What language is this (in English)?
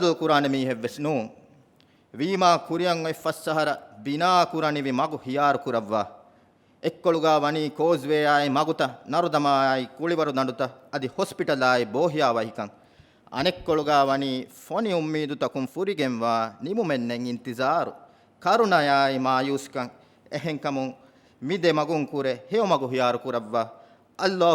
Divehi